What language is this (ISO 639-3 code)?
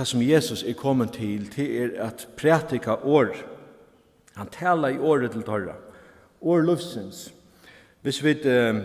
fao